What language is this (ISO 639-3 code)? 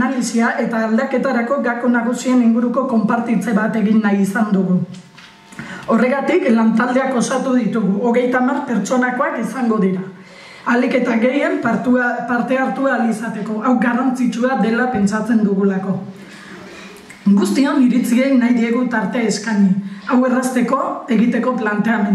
eus